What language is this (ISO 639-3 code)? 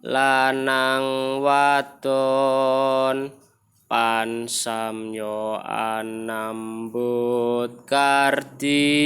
jav